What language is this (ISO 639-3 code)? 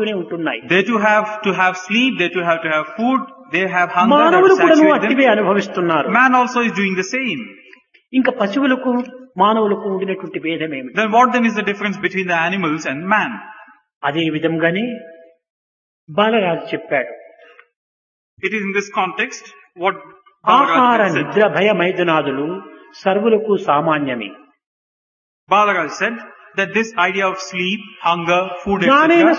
tel